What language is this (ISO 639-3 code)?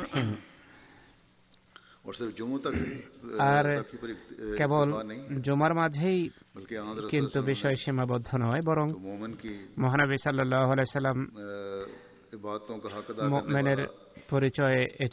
ben